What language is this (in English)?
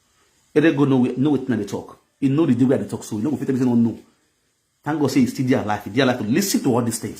Nigerian Pidgin